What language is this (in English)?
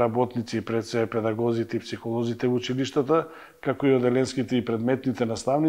Macedonian